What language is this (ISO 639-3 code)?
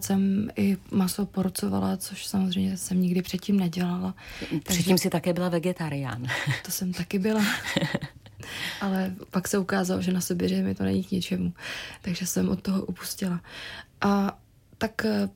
ces